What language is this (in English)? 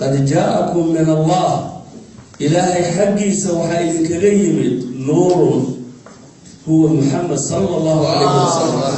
Somali